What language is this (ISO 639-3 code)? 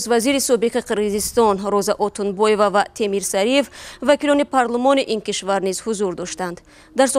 tgk